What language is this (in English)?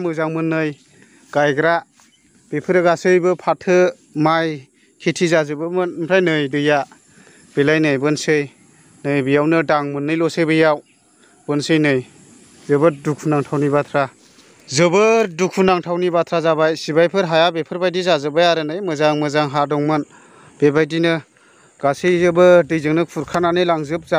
Bodo